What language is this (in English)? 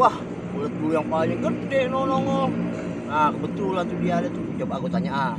Betawi